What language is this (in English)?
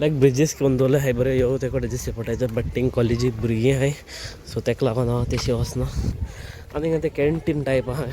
Konkani